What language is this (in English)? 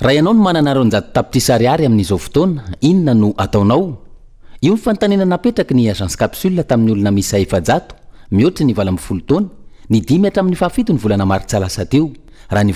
Malagasy